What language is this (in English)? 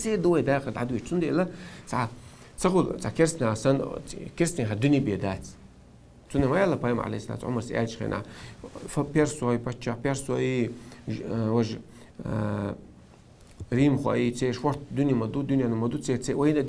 Chechen